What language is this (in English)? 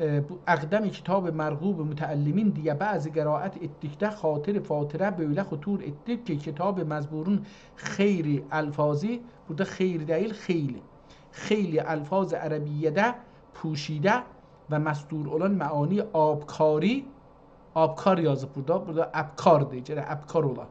South Azerbaijani